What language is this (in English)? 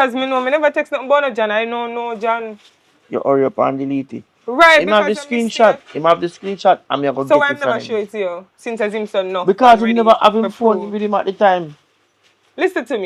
Jamaican Creole English